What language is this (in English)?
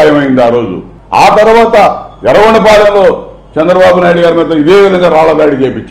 Telugu